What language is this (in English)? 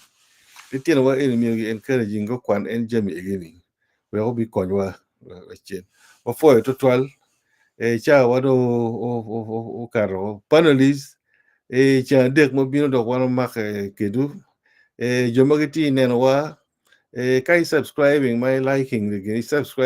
Acoli